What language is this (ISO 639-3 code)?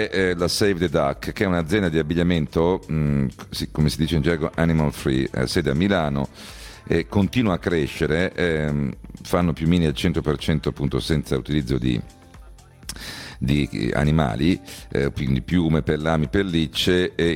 ita